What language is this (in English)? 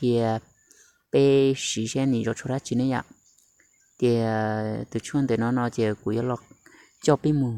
Hmong